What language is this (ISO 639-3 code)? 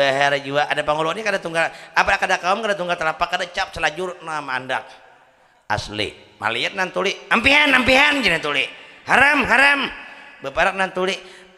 bjn